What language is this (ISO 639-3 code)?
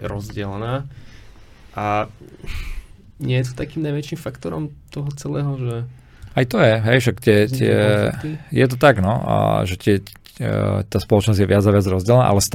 slk